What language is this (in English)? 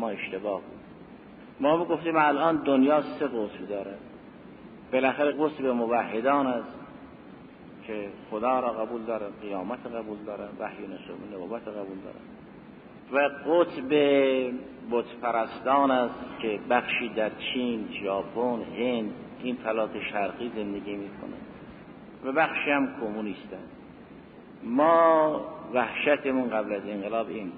Persian